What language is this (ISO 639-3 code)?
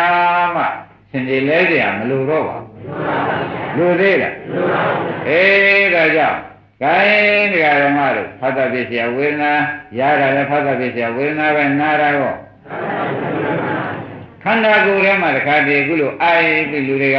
mya